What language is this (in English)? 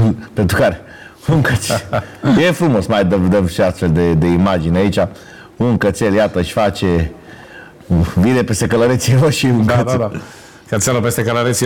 Romanian